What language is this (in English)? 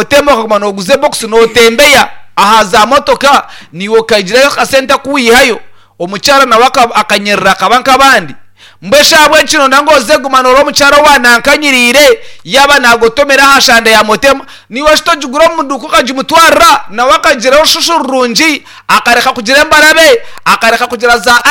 Nyankole